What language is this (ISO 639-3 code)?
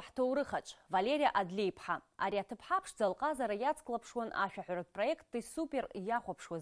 abk